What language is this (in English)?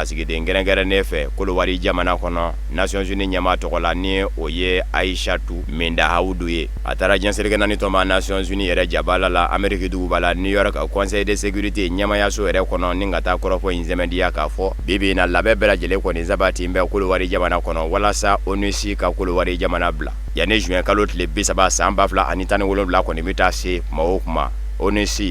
Bambara